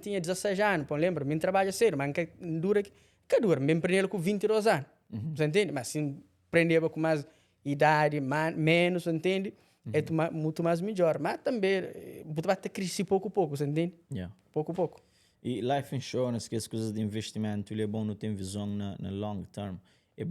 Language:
Kabuverdianu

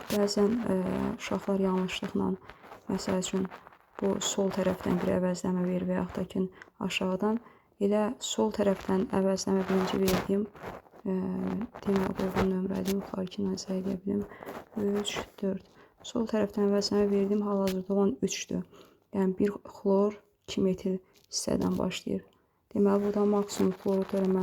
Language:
Azerbaijani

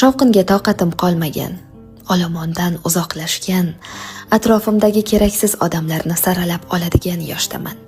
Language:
Uzbek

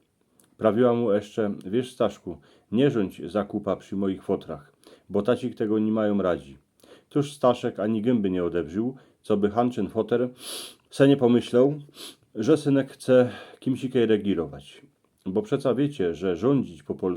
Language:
Silesian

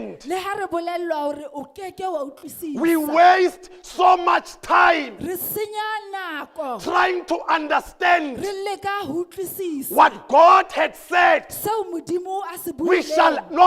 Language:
Southern Sotho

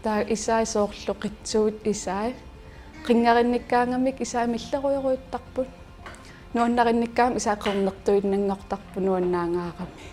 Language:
Kalaallisut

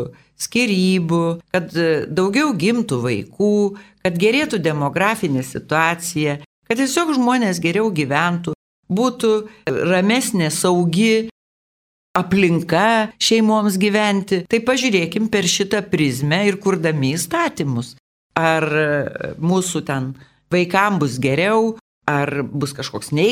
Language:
Lithuanian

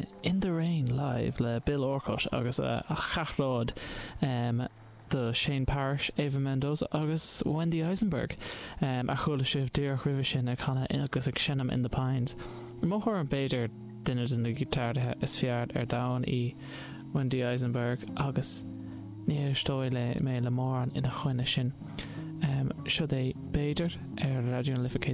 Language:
Irish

